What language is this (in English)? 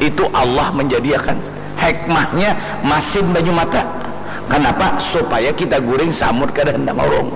Banjar